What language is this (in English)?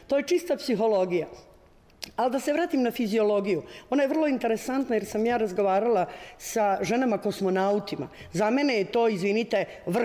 Serbian